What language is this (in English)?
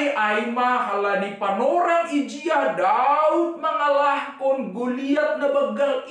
Batak Simalungun